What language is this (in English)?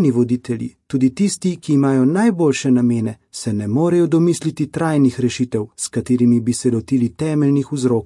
Slovenian